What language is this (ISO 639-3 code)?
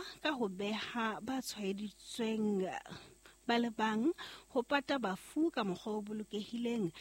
sot